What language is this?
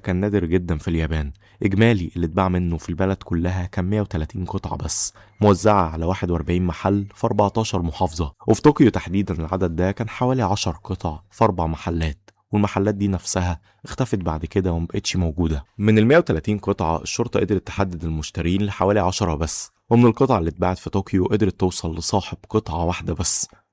Egyptian Arabic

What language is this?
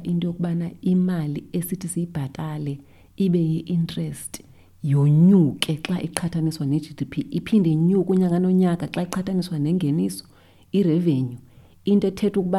Xhosa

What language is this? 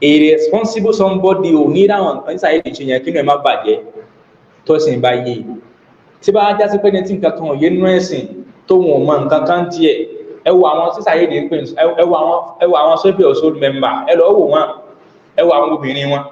Yoruba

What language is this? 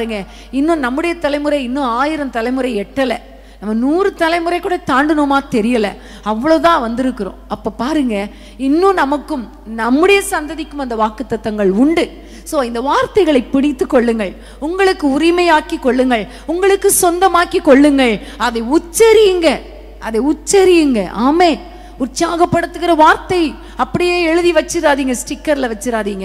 Tamil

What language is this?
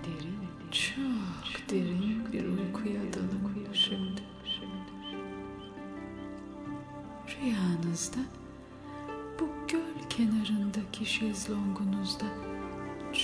Turkish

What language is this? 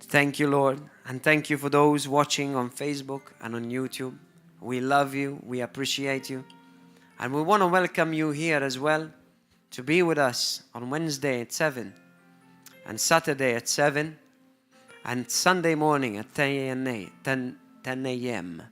English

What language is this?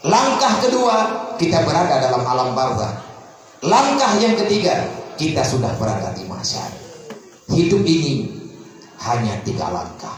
Achinese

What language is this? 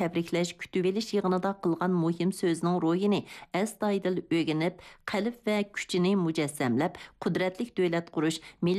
Uyghur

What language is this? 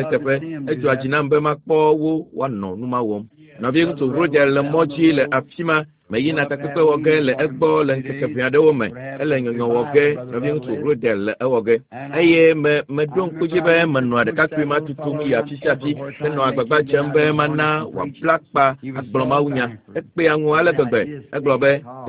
Ewe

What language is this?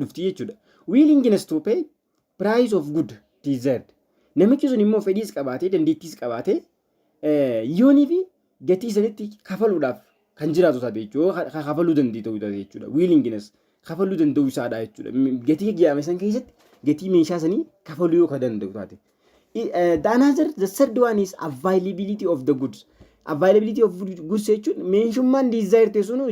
Oromo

